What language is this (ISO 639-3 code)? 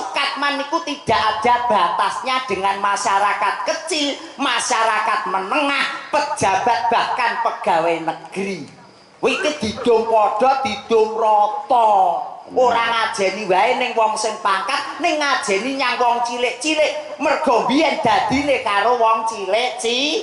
jav